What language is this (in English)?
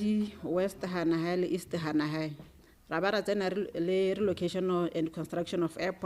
Tswana